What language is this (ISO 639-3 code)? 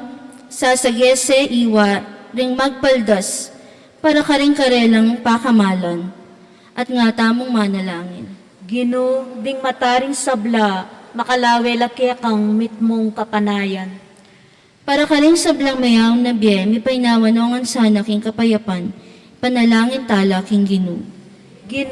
pam